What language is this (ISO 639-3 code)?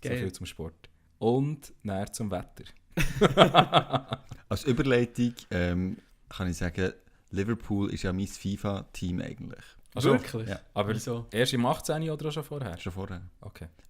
gsw